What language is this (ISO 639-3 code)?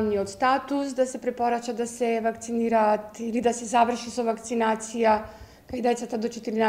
mkd